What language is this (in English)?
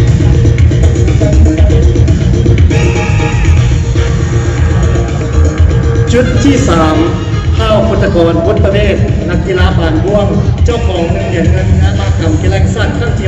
Lao